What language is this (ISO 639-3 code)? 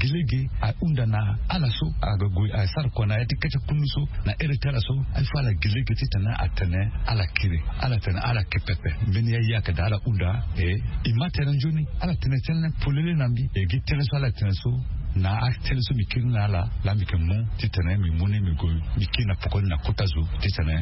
sag